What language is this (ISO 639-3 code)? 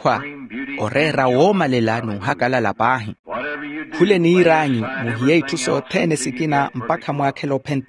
vmw